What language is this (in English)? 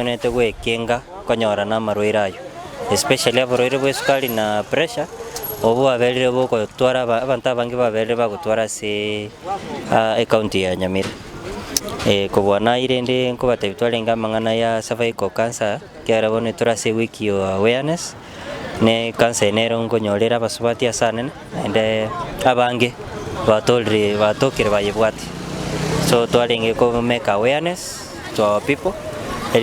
Gusii